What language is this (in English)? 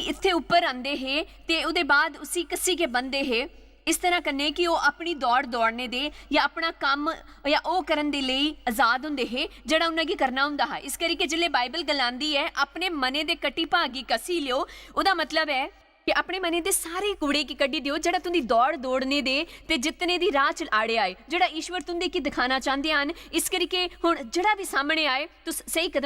Dogri